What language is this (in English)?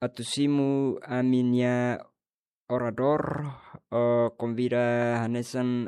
Tetum